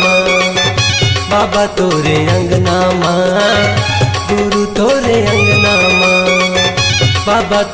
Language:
Chhattisgarhi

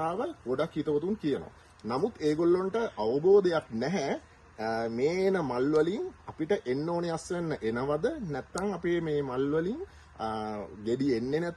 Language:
Sinhala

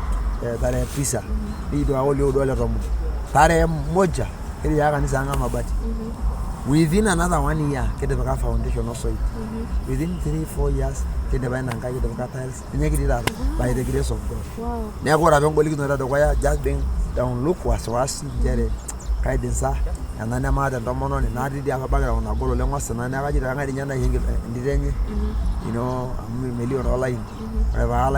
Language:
Masai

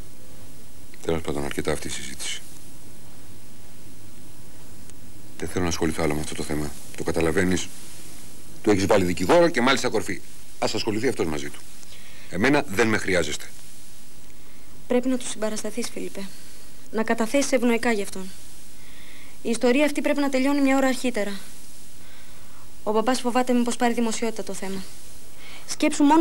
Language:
Greek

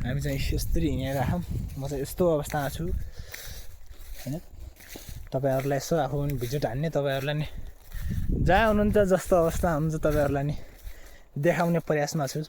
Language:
Nepali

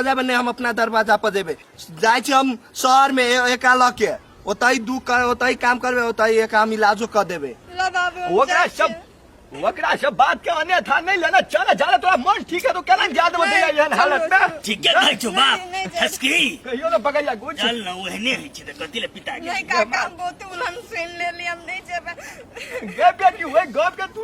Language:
Maithili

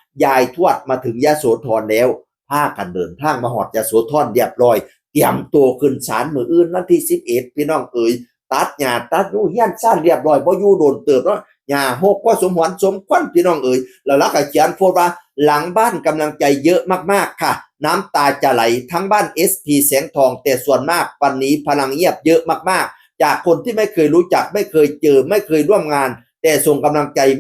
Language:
Northeastern Thai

